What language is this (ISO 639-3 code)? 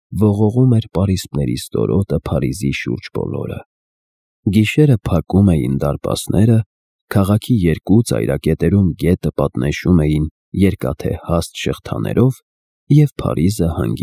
hye